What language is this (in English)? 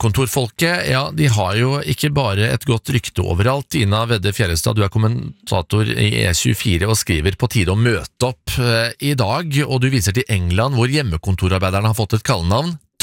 Norwegian